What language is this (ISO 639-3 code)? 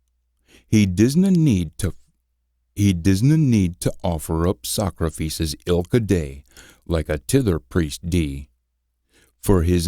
sco